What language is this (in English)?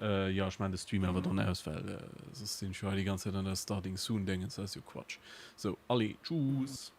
Luxembourgish